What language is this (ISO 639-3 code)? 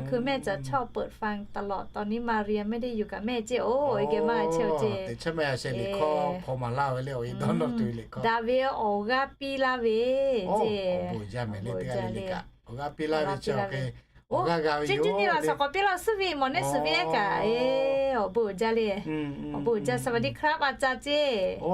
lhu